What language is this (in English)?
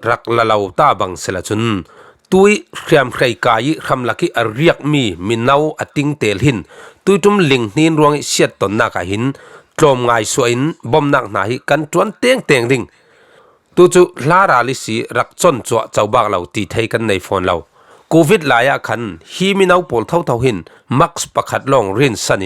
Falam Chin